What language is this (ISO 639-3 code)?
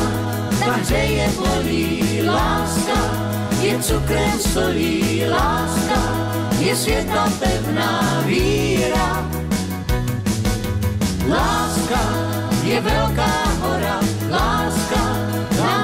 ces